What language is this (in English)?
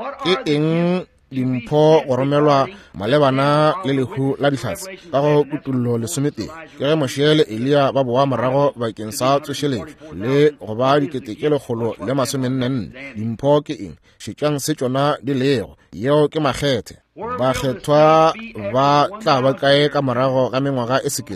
Northern Sotho